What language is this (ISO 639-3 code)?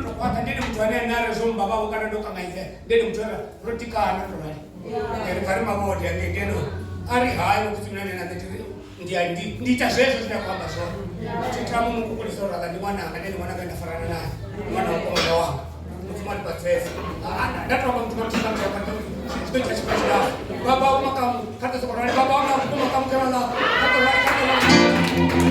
ven